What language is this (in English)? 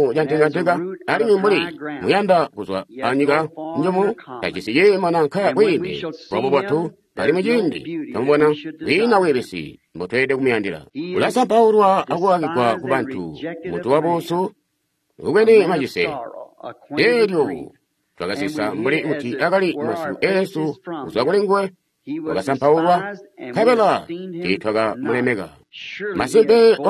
Tonga (Zambia)